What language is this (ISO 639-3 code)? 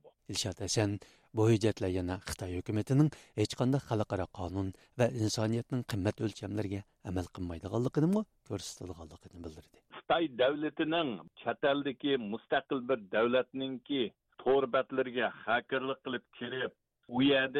uig